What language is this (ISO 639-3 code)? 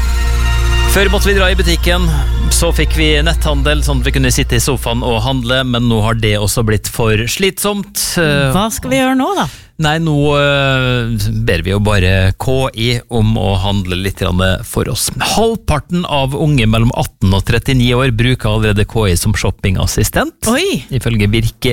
nor